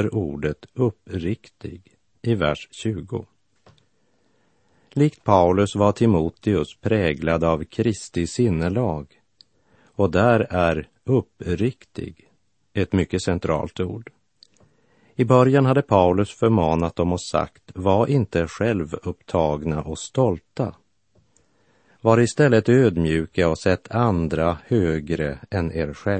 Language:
Swedish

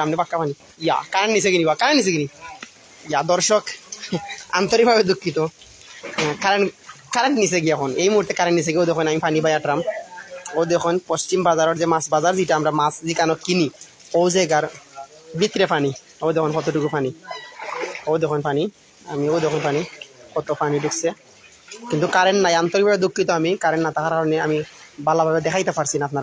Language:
Sylheti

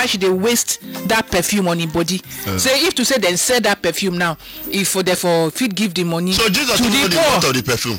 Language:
Nigerian Pidgin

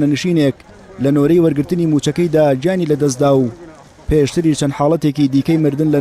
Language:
Central Kurdish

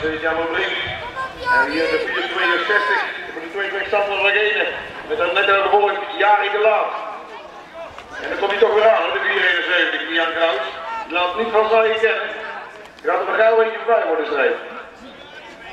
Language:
Dutch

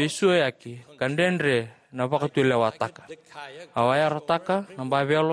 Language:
Fijian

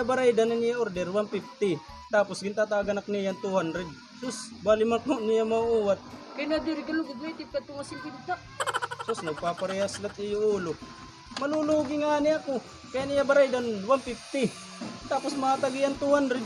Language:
Waray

